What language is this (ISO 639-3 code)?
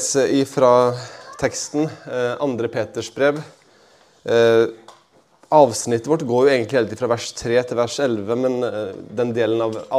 nor